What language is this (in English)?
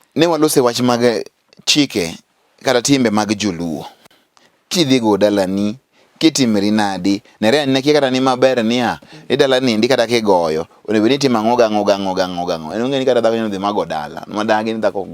Luo (Kenya and Tanzania)